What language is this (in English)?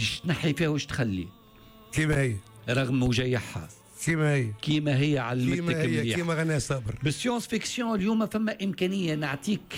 Tunisian Arabic